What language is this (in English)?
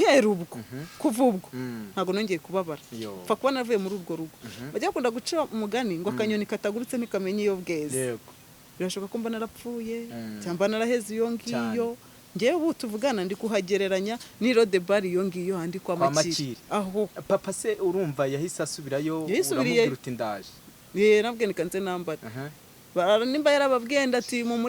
Kinyarwanda